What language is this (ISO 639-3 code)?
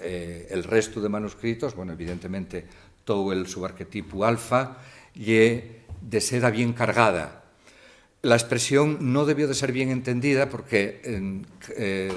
ast